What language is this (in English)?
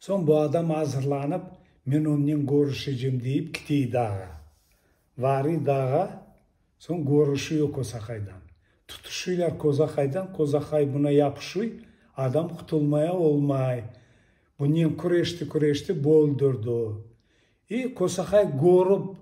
Crimean Tatar